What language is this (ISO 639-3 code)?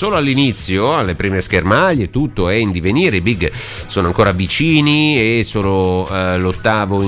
ita